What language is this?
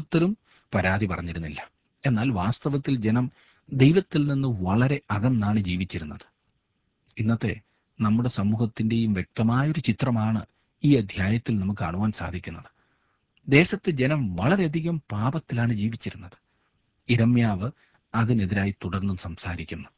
Malayalam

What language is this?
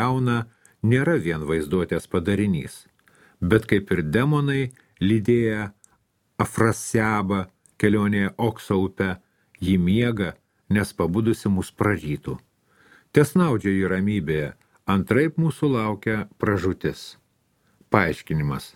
Lithuanian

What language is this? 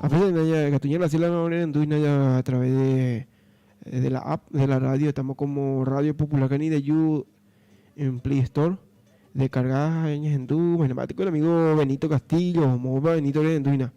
Guarani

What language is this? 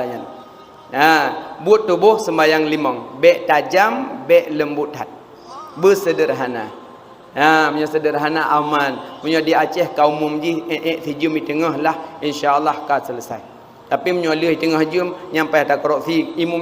Achinese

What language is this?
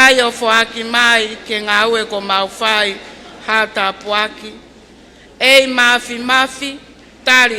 Tongan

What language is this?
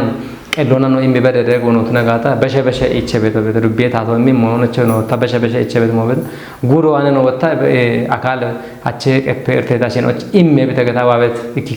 Kafa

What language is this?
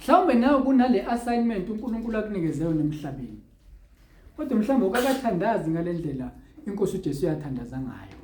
Zulu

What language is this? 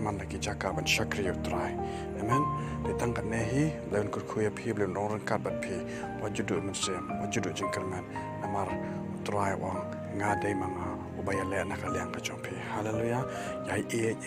Khasi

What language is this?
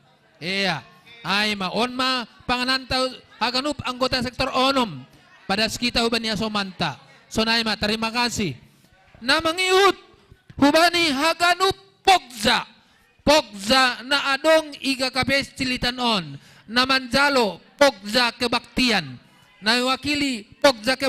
Batak Simalungun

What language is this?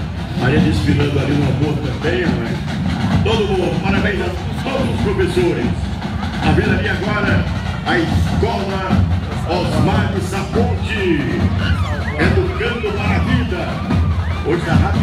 Portuguese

